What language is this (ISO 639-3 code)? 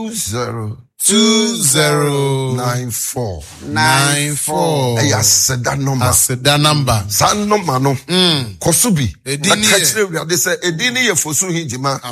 aka